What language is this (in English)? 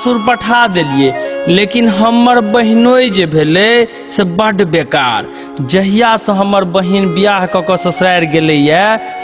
Maithili